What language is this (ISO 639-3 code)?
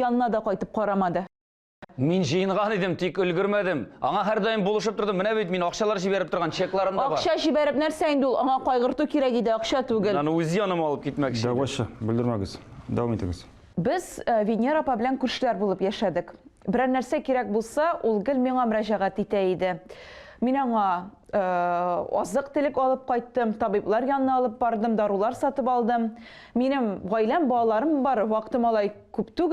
tat